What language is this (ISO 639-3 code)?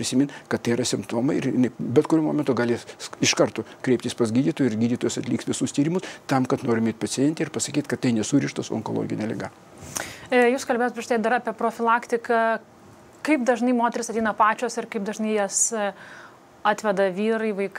lit